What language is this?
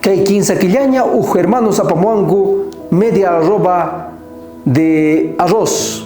South Bolivian Quechua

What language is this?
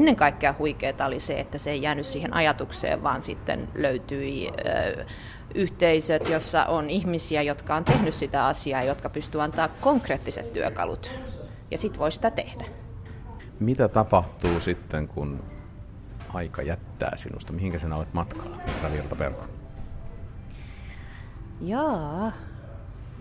Finnish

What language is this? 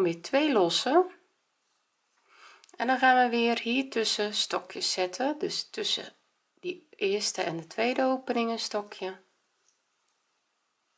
Dutch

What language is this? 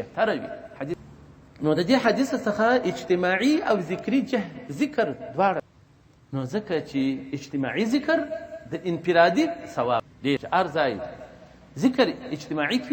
Pashto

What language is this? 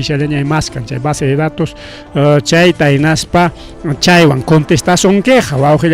Ayacucho Quechua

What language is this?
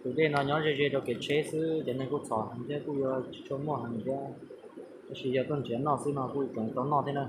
Hmong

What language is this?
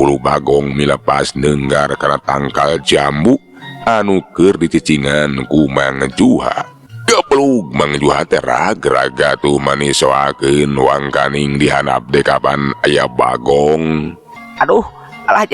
Sundanese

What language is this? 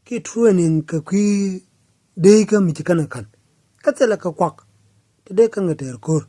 Nuer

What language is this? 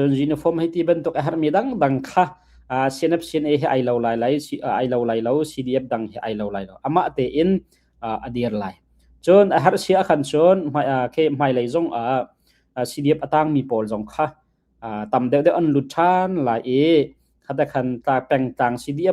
Hakha Chin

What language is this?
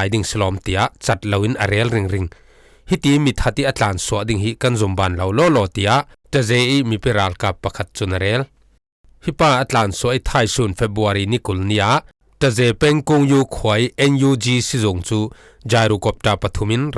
Falam Chin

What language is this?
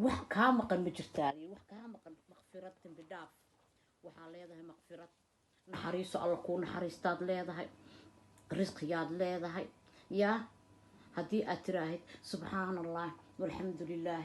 Somali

